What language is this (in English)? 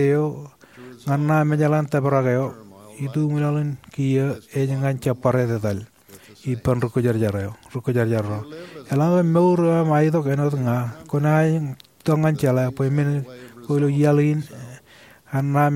Marshallese